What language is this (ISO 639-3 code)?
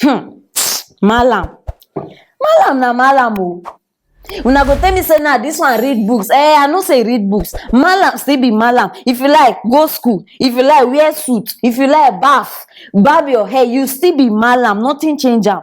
pcm